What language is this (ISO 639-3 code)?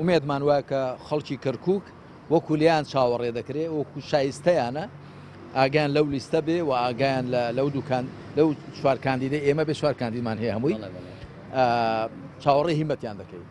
ckb